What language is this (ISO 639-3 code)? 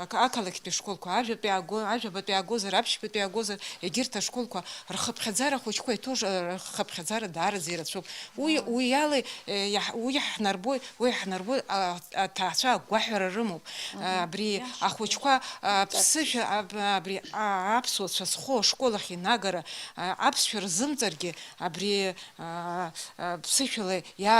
abk